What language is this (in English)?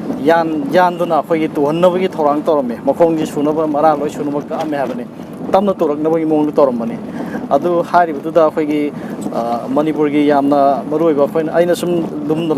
Manipuri